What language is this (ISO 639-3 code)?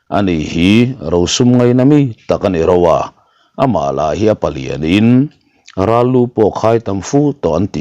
lus